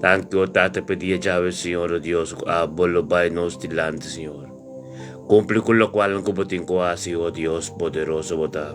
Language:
Papiamento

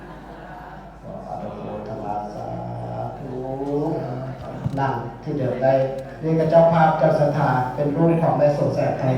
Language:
Lao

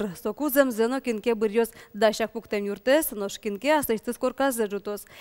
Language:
Udmurt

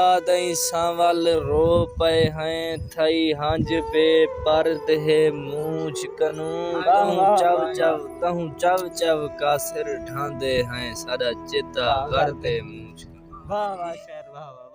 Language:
Saraiki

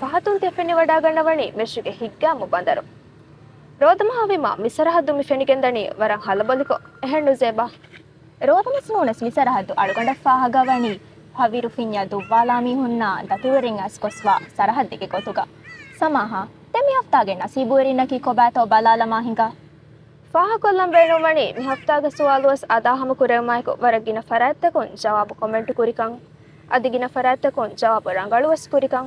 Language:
Divehi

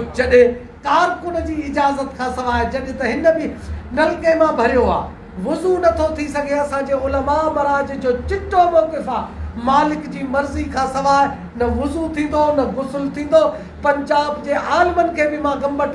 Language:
Sindhi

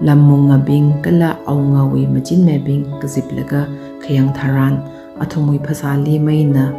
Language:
Tangkhul Naga (India)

